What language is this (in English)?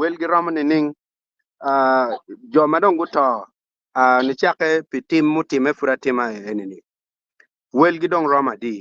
Acoli